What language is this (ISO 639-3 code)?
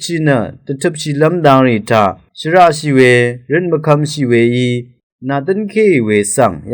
raw